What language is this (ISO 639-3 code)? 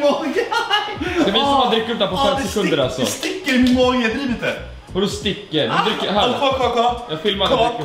swe